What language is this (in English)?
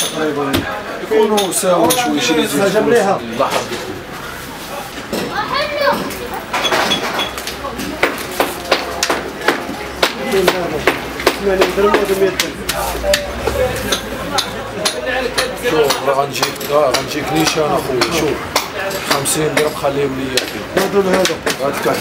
Moroccan Arabic